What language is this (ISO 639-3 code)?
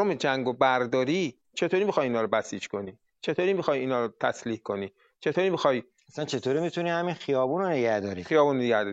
fas